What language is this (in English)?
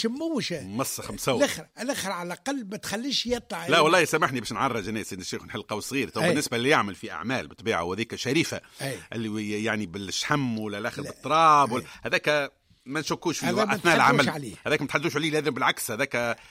Tunisian Arabic